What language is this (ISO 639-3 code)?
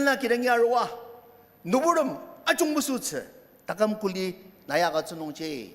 njo